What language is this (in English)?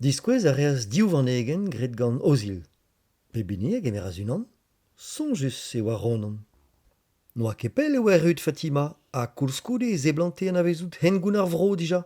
Breton